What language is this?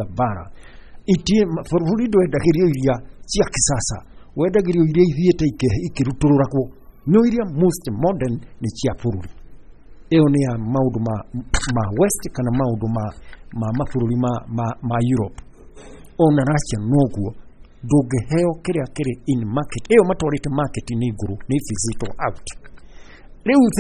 Kikuyu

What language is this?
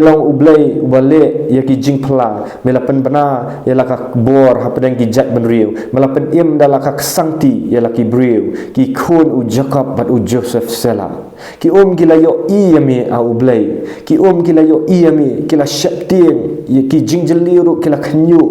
Khasi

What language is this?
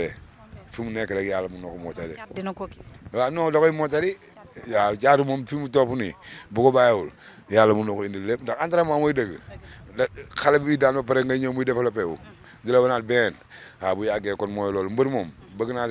Wolof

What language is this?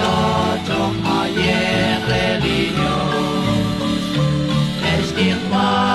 Kekchí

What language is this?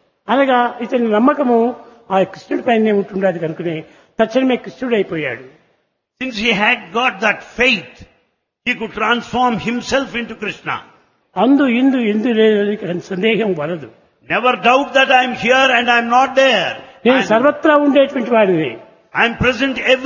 Telugu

